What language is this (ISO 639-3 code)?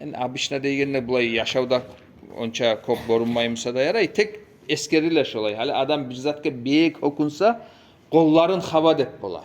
kum